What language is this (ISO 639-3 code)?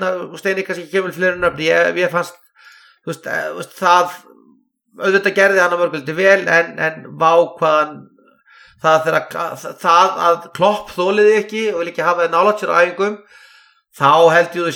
isl